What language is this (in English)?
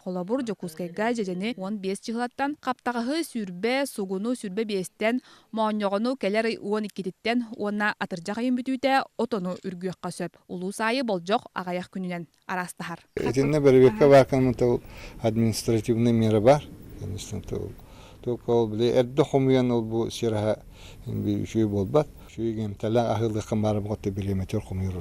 Yakut